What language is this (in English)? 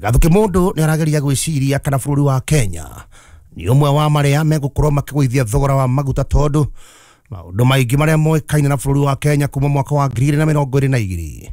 Kikuyu